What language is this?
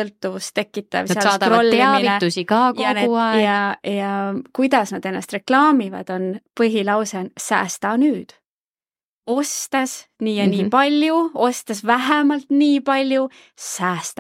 Estonian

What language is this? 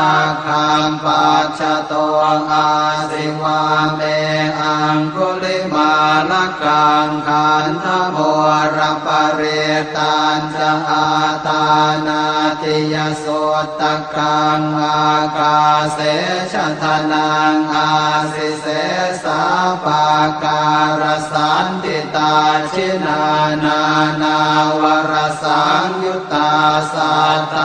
Pali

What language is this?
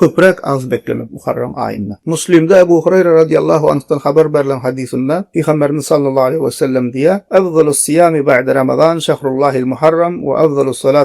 Turkmen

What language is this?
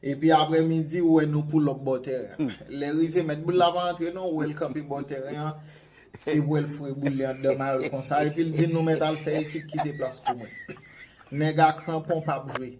Haitian Creole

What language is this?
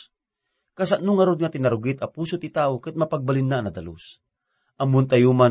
Iloko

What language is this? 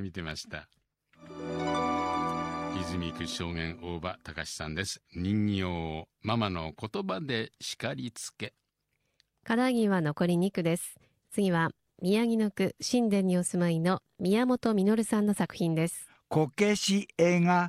Japanese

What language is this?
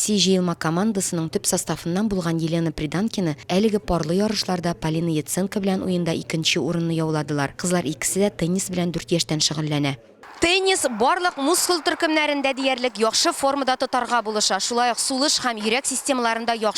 Tatar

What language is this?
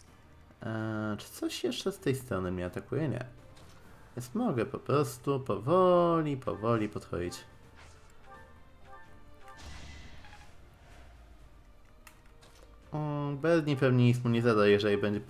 Polish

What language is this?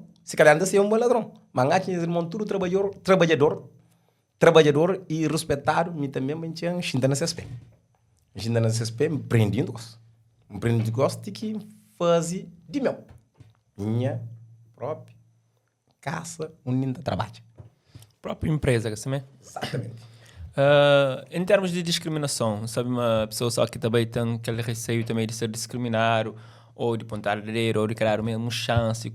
Kabuverdianu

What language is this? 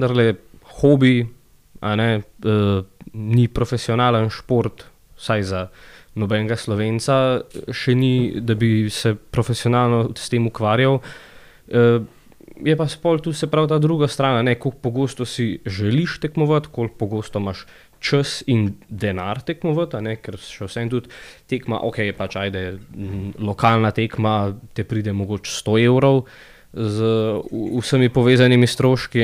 Slovenian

